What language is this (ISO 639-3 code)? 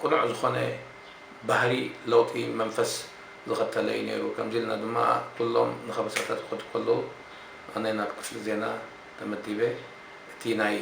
tir